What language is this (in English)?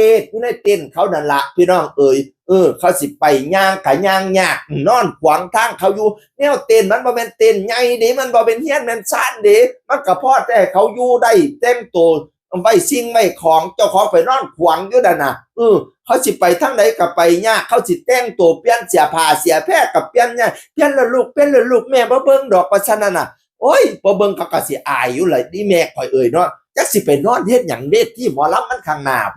Northeastern Thai